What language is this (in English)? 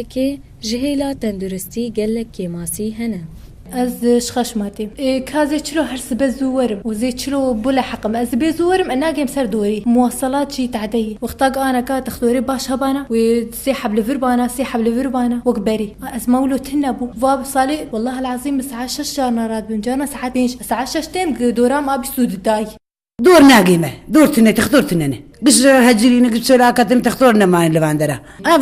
Kurdish